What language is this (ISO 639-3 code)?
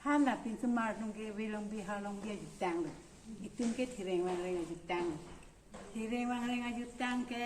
mjw